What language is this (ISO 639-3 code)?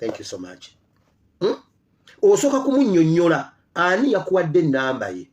lug